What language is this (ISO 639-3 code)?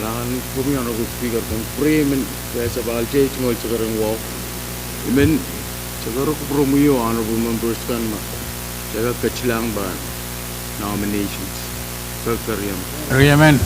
pon